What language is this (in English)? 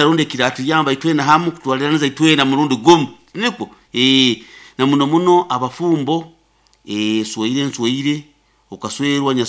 Nyoro